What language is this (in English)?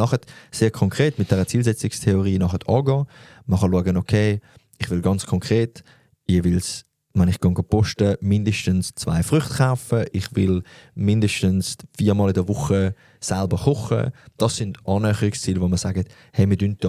Swiss German